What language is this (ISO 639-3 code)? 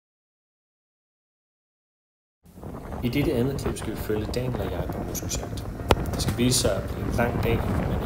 dan